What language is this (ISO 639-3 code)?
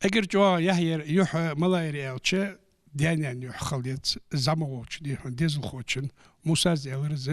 inh